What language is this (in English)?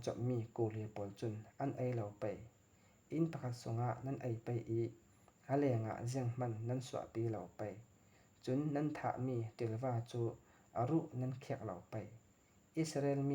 Falam Chin